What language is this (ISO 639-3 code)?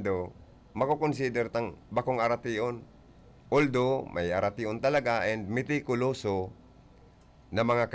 bik